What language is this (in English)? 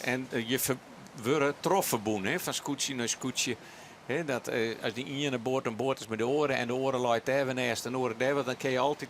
Western Frisian